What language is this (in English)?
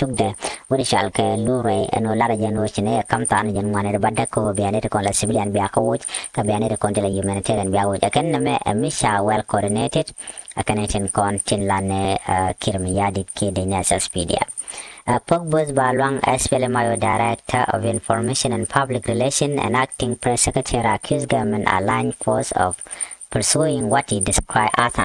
Nuer